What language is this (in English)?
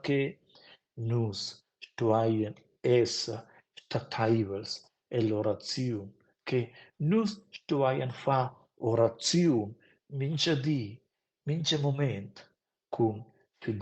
Romansh